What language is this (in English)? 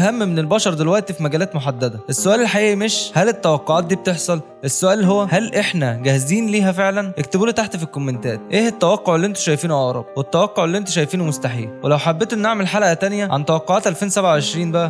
Egyptian Arabic